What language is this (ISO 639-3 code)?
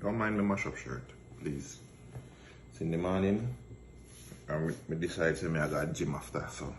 jam